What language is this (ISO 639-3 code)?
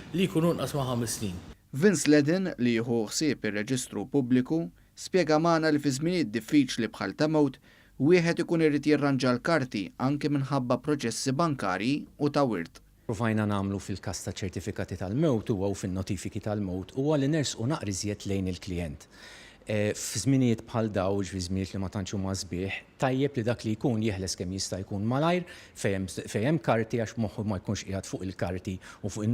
mlt